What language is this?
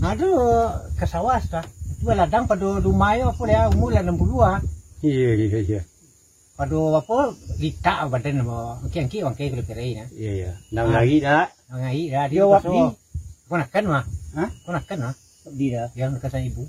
Minangkabau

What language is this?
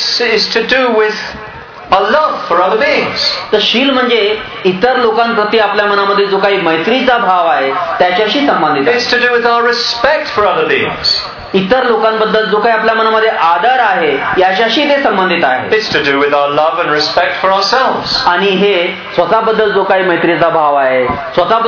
Marathi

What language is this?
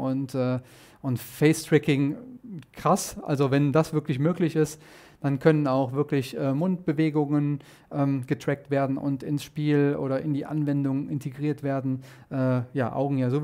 German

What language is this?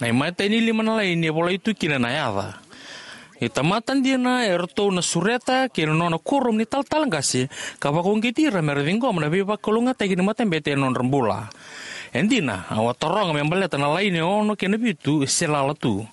Fijian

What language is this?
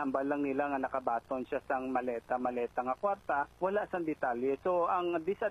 Hiligaynon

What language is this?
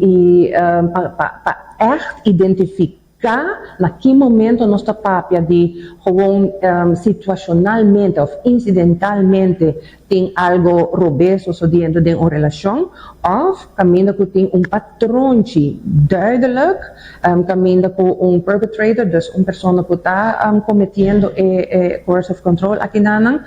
Papiamento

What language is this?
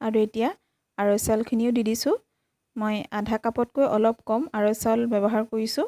Assamese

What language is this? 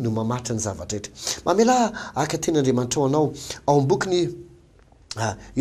Malagasy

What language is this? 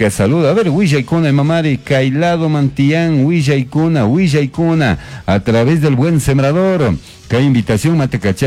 Chimborazo Highland Quichua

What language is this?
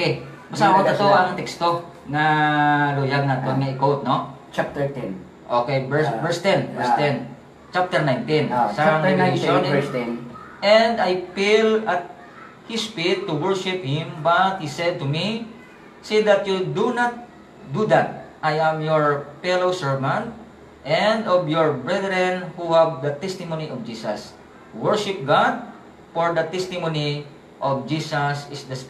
Hiligaynon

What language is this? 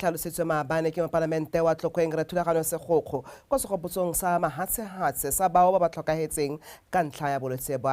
Tswana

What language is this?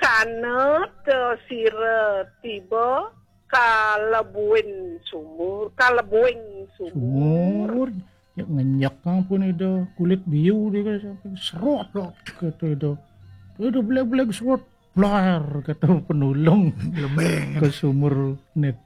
Balinese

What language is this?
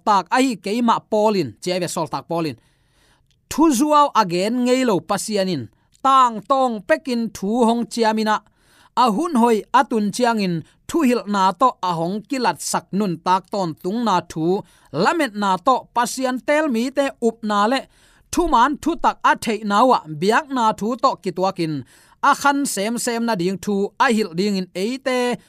Tedim Chin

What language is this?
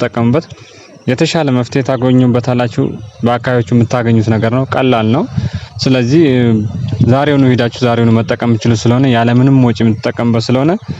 Amharic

